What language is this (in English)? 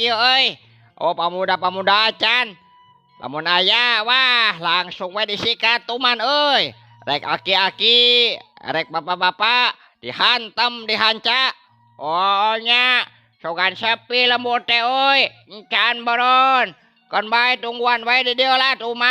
Sundanese